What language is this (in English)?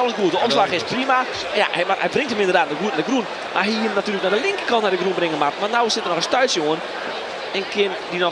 Western Frisian